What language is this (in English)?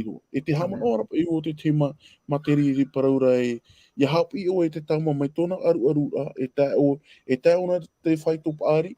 Tahitian